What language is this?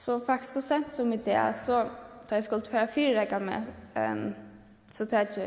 Faroese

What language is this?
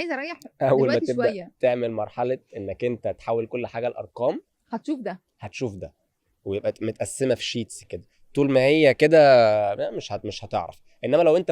Egyptian Arabic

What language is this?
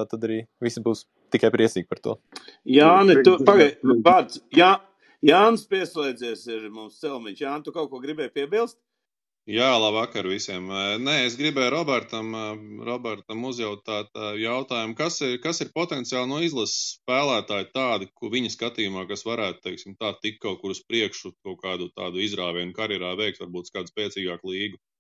Latvian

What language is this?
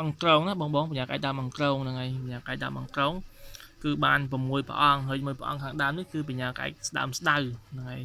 Khmer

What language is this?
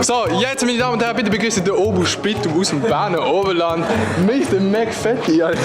Swiss German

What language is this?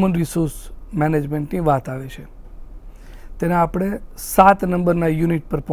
Gujarati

